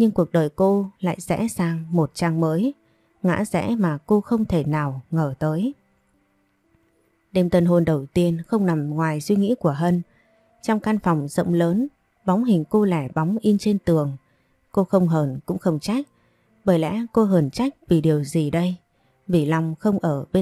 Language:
Vietnamese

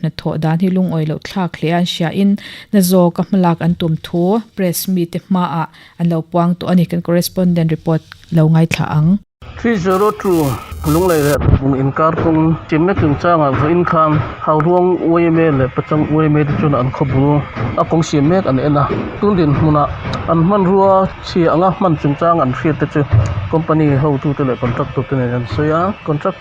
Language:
Mizo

